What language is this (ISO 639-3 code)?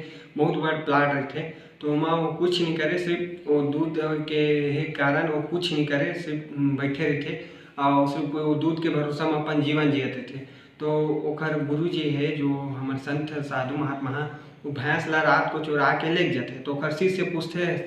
hne